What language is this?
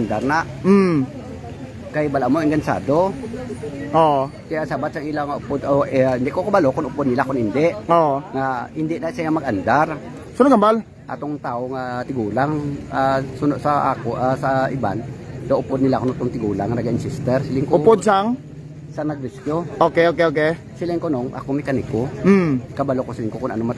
Hiligaynon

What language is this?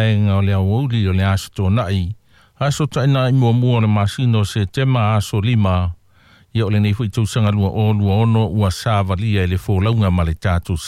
Samoan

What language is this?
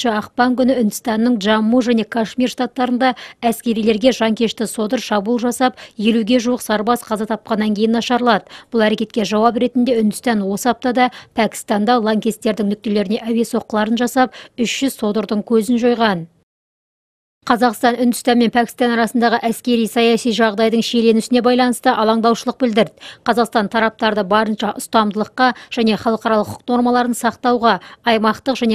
Kazakh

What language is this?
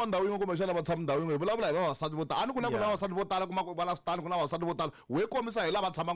Tsonga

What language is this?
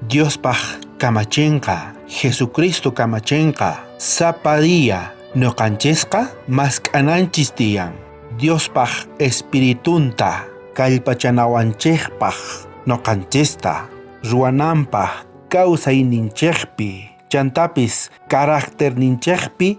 South Bolivian Quechua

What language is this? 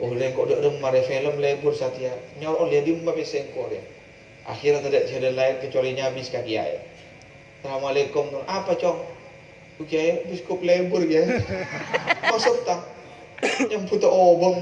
Madurese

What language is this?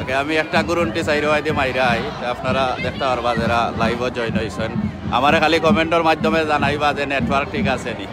Sylheti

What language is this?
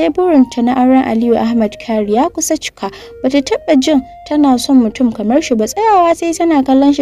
Hausa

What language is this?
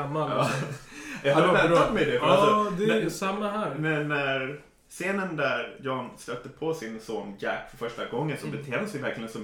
Swedish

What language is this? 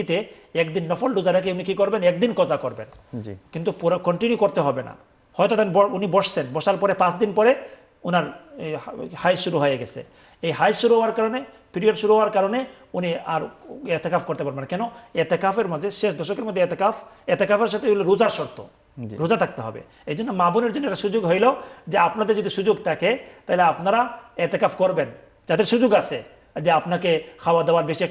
Bangla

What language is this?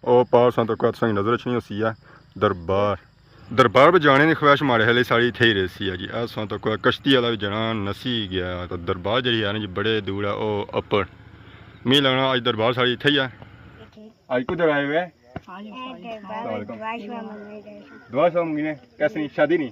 Pahari-Potwari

